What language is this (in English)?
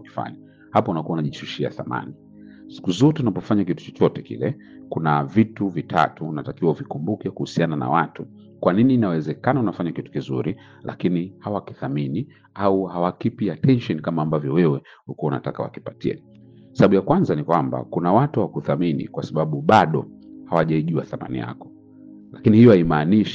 Swahili